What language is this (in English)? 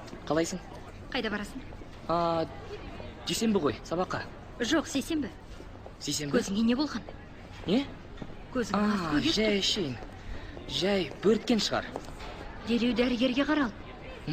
Kazakh